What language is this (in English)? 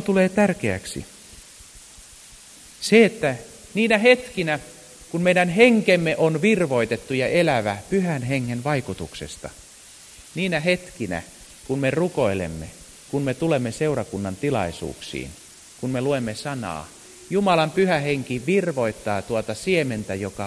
Finnish